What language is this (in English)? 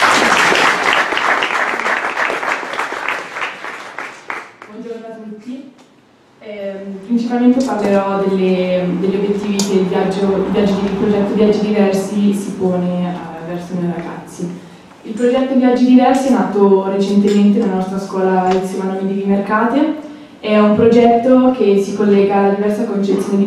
Italian